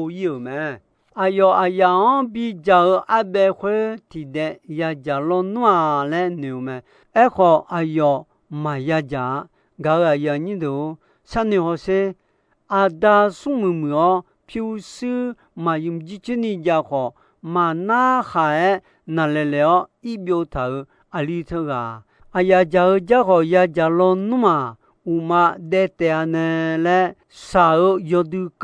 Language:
Akha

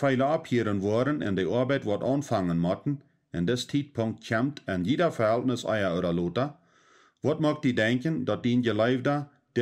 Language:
Plautdietsch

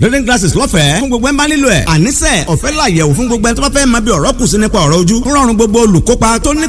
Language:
Yoruba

